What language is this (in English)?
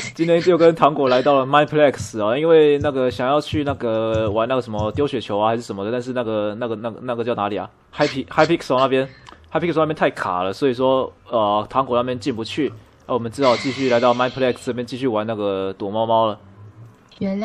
Chinese